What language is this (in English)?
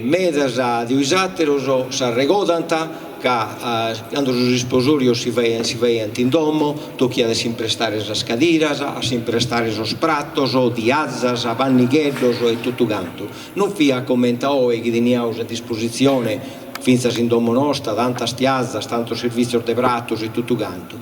Sardinian